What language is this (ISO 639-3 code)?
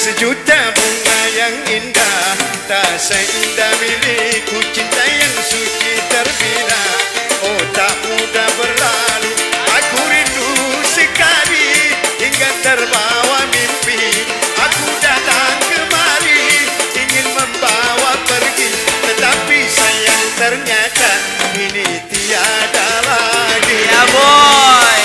bew